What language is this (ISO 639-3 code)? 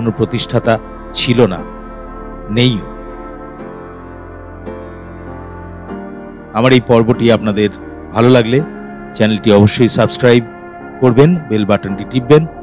ben